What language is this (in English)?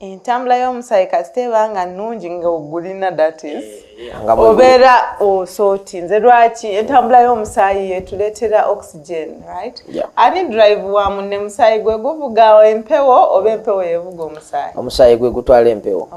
Ganda